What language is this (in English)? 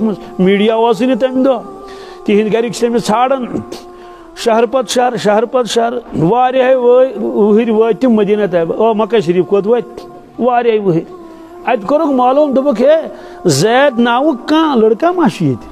Kashmiri